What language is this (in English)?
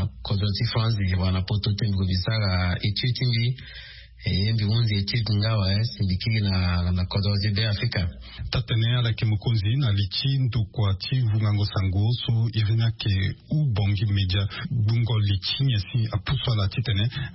Sango